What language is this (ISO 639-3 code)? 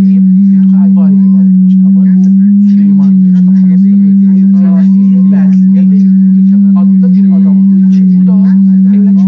azb